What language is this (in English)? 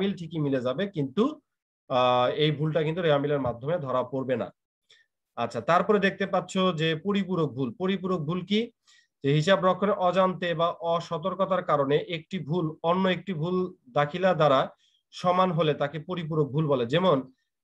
Bangla